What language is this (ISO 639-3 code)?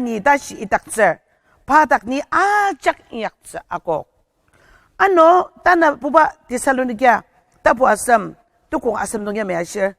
njo